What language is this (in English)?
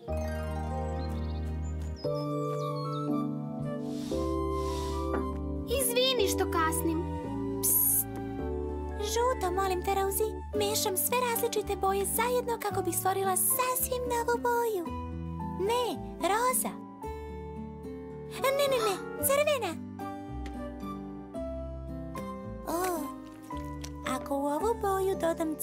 Serbian